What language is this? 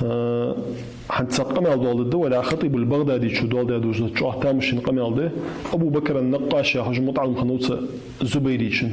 Ingush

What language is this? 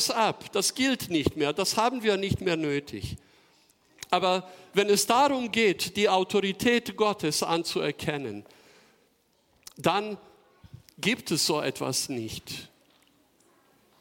German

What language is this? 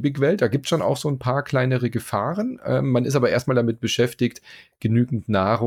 German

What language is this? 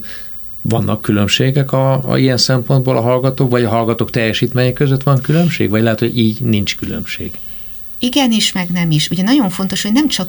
Hungarian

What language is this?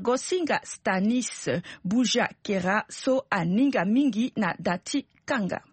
Sango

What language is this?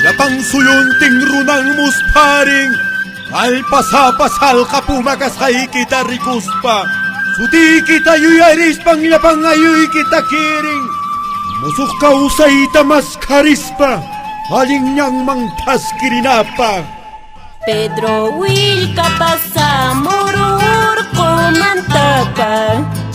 Quechua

